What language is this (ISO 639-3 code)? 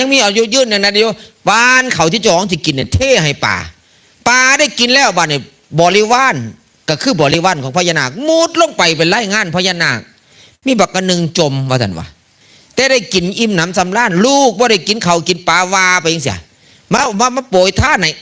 tts